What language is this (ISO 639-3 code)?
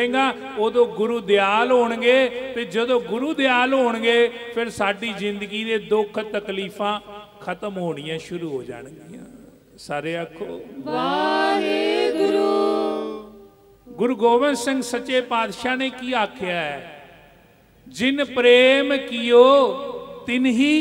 pan